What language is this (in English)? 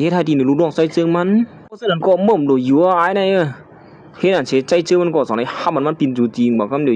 Shan